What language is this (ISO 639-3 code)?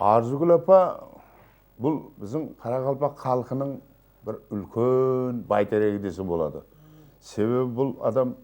kaa